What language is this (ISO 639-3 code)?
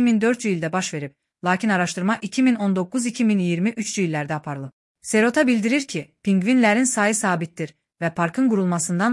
aze